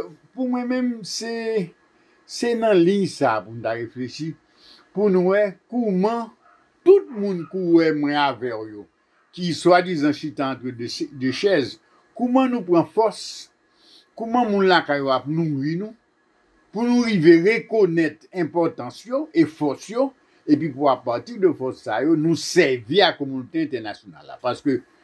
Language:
Haitian Creole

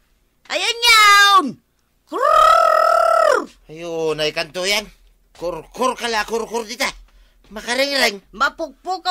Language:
Iloko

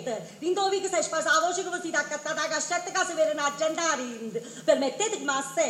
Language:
Neapolitan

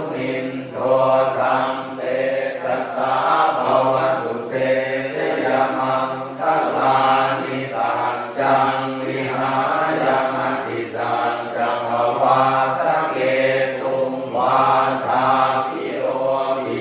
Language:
Pali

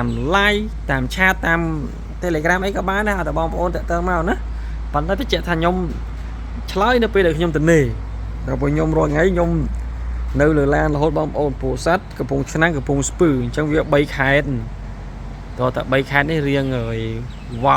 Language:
Khmer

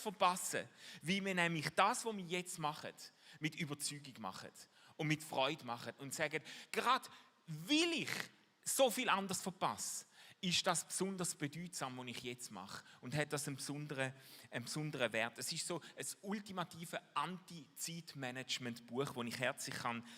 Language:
Swiss German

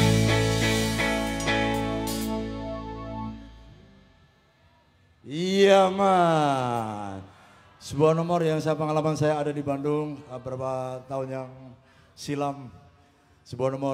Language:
Indonesian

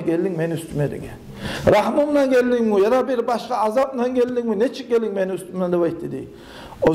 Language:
Kumyk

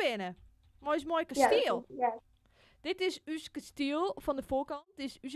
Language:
Western Frisian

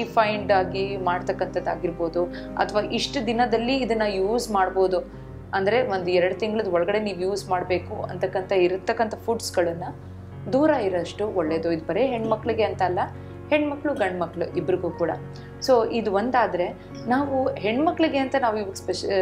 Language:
Kannada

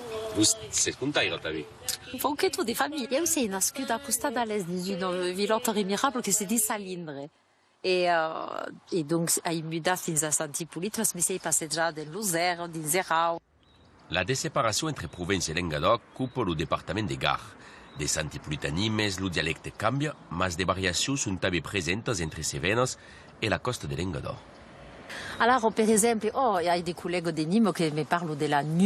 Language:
Occitan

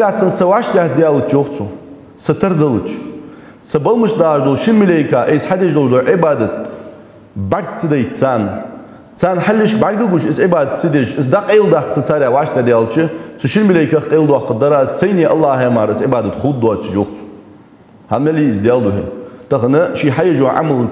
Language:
Ingush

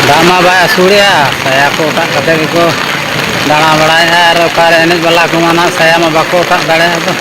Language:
Santali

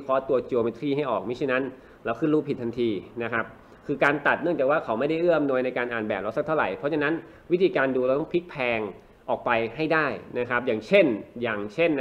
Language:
Thai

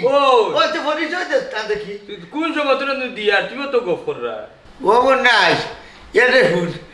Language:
Sylheti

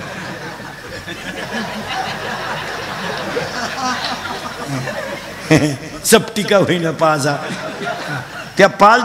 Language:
Marathi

